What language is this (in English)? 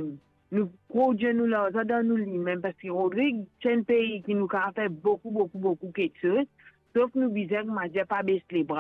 Morisyen